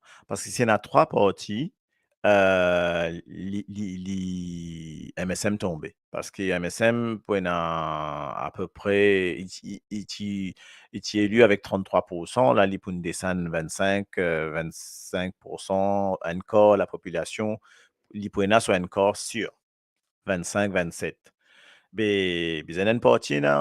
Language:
Morisyen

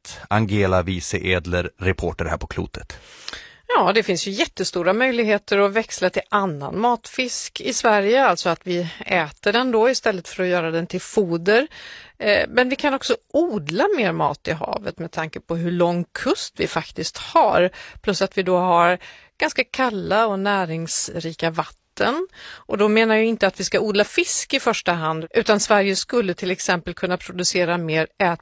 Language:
Swedish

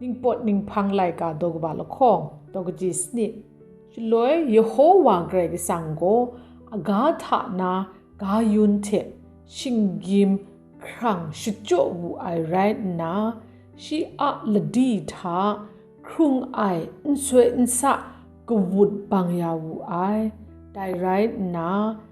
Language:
Kachin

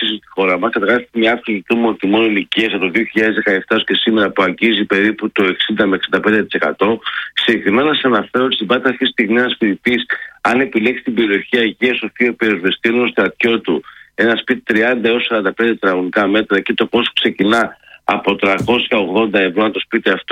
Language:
Greek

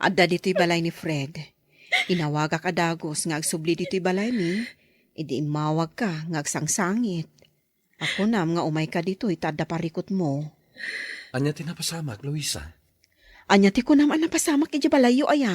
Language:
Iloko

